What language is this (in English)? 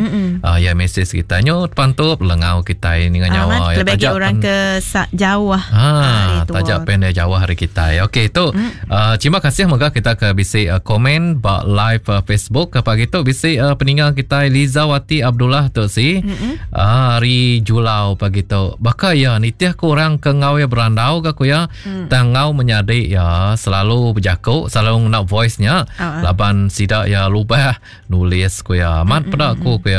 Iban